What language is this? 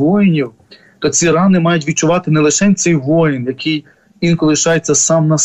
Ukrainian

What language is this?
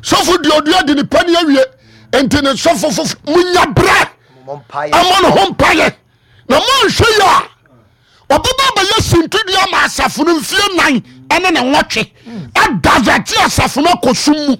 Akan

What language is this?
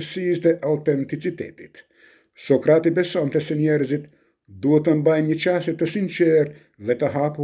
Albanian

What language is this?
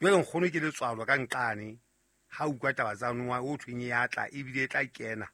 Southern Sotho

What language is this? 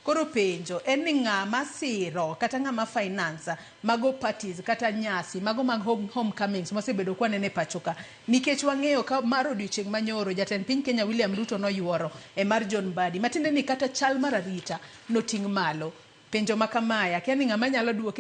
Luo (Kenya and Tanzania)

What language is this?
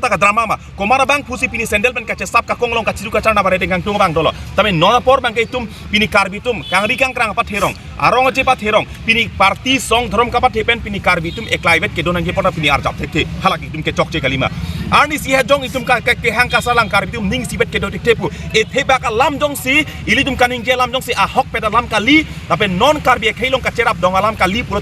Karbi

